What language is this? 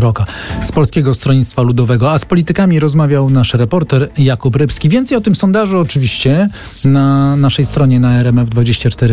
Polish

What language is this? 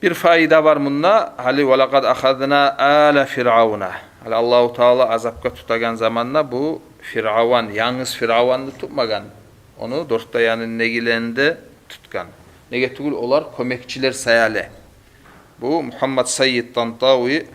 Kumyk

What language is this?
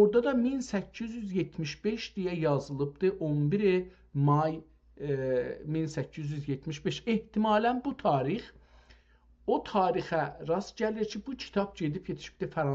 South Azerbaijani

